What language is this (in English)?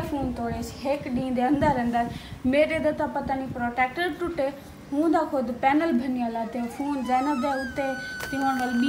Saraiki